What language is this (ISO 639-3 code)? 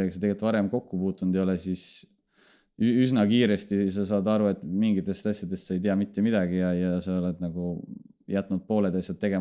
est